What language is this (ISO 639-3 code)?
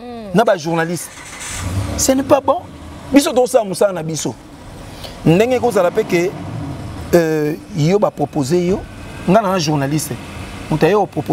lin